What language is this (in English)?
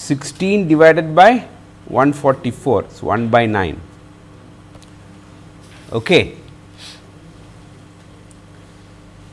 English